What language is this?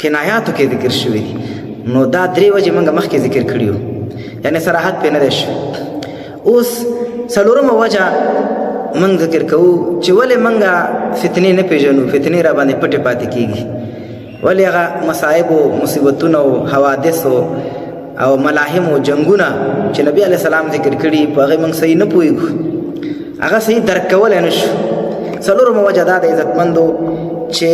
Pashto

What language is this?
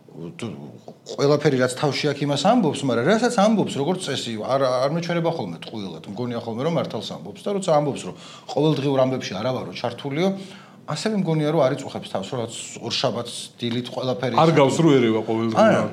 Georgian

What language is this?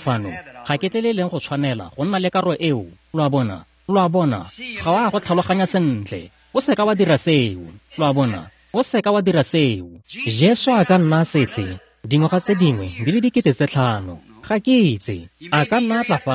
Tswana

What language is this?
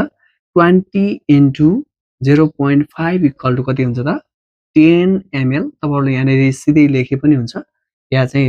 Nepali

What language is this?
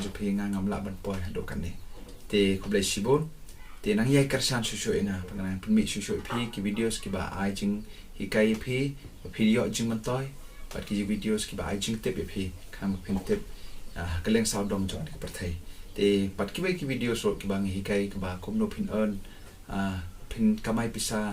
Khasi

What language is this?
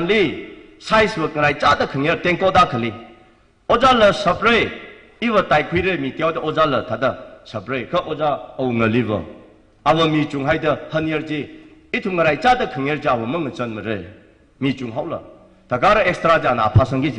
Tangkhul Naga (India)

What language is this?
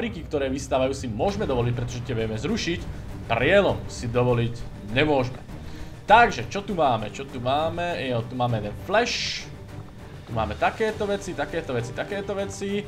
Slovak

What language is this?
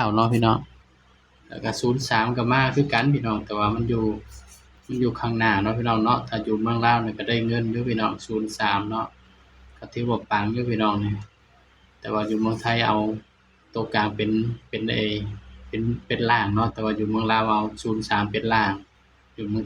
Lao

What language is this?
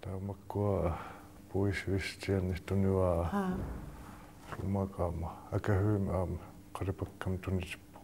Kalaallisut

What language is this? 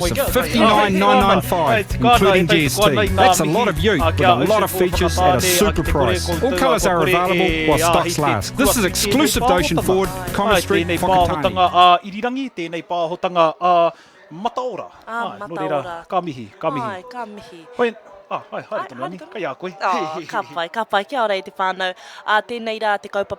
Māori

